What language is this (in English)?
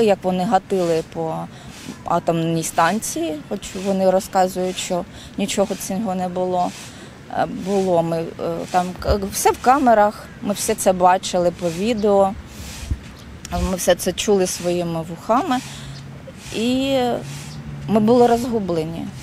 Ukrainian